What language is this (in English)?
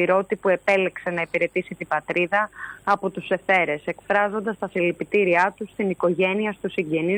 Greek